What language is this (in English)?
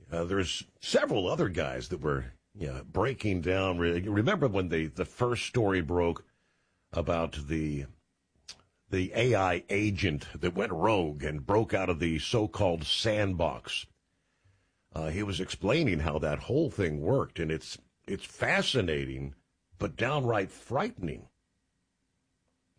English